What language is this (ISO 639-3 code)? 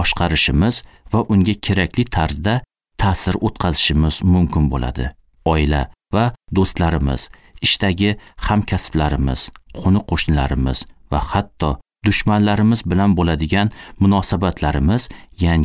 uzb